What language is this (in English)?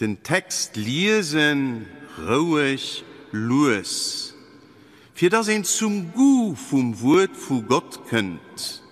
Luxembourgish